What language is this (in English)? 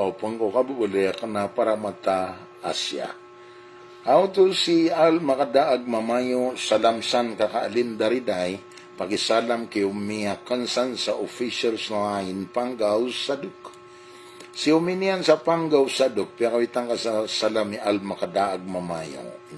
Maranao